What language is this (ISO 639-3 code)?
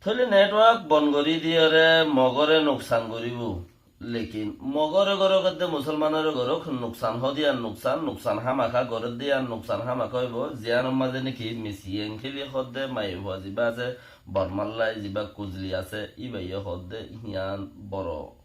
rhg